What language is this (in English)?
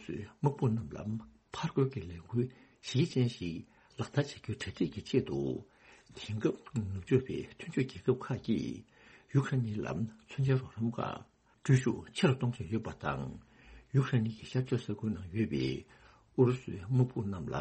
Tibetan